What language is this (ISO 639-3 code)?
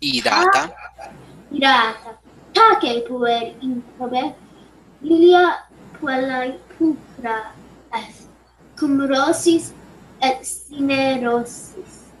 lat